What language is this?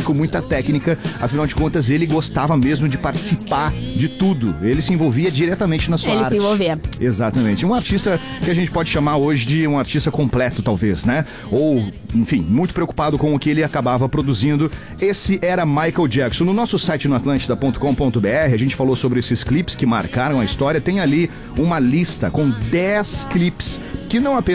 Portuguese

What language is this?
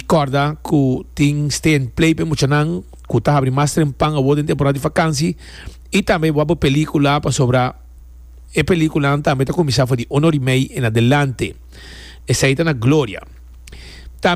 Papiamento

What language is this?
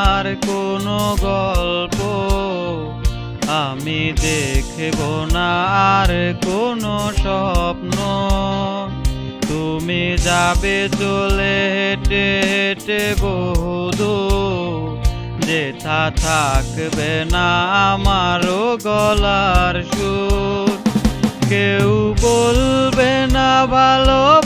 Bangla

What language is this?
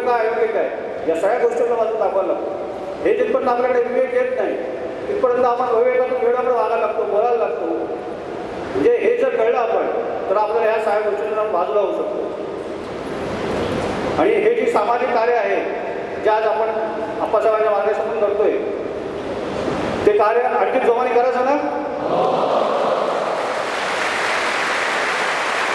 Marathi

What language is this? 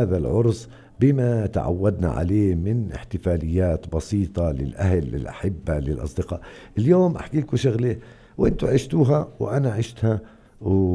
North Levantine Arabic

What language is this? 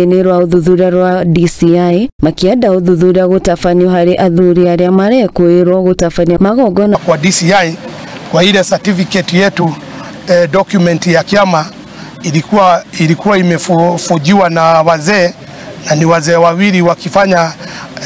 Kikuyu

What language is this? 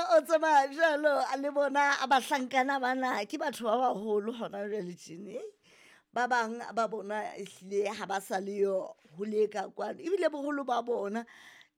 Southern Sotho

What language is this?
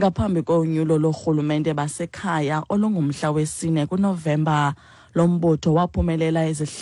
Xhosa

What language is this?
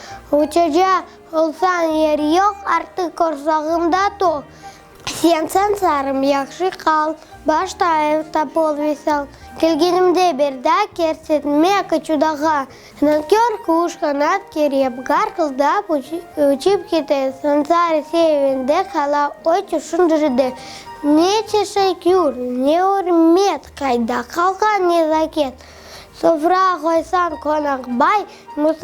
Crimean Tatar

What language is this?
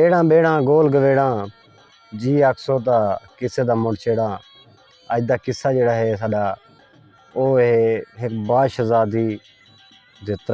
Saraiki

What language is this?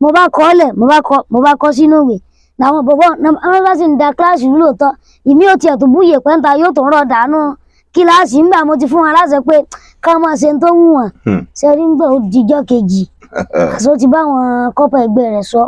Yoruba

